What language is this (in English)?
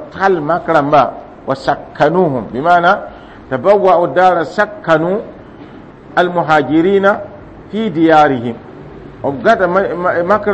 Mossi